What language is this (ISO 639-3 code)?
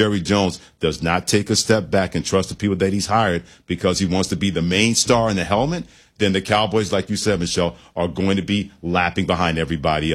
eng